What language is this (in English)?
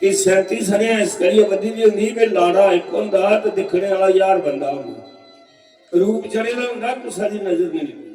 Dogri